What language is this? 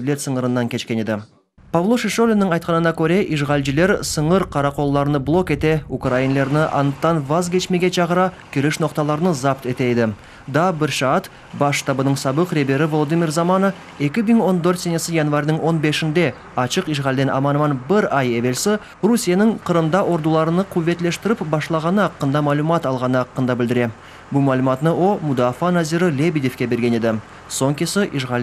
Crimean Tatar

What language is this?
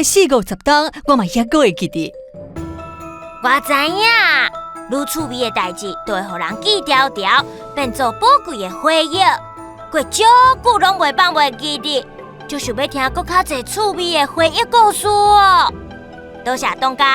Min Nan Chinese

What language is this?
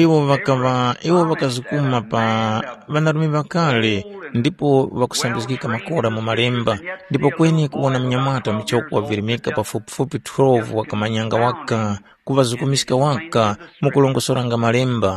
Tumbuka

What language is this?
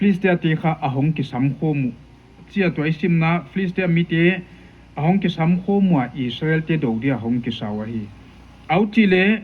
Paite Chin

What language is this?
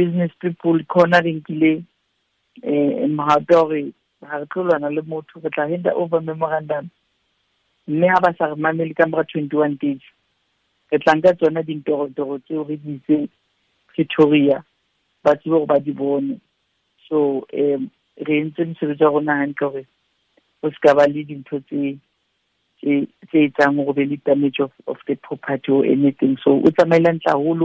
Southern Sotho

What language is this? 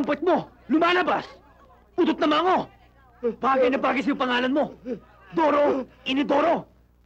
Filipino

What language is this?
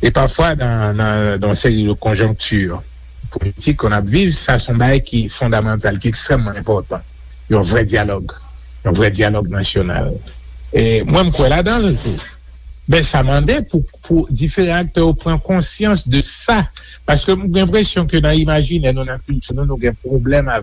Haitian Creole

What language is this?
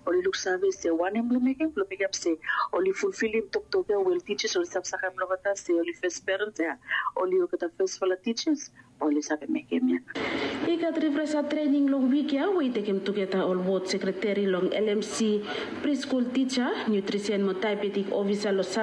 Bislama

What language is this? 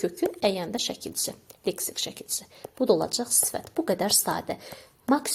Azerbaijani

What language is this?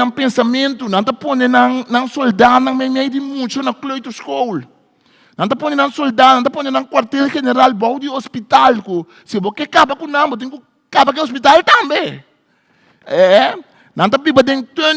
Papiamento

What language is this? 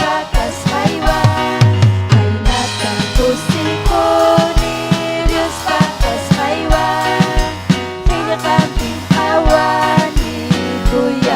Ayacucho Quechua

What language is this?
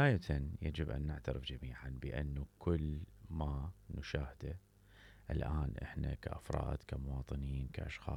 Mesopotamian Arabic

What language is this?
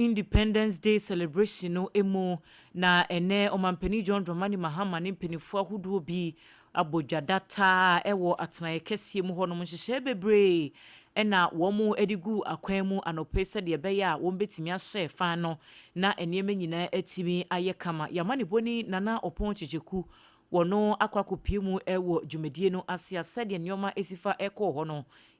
Akan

